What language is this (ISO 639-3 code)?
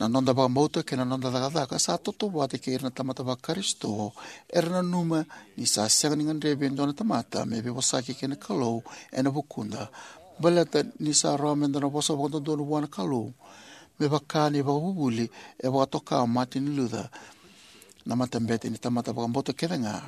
fij